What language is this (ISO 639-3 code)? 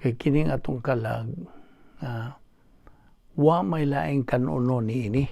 ceb